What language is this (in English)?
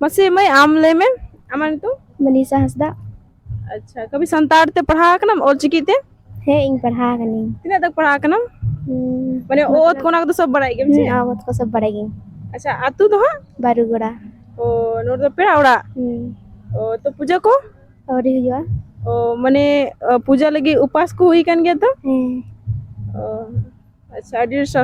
Santali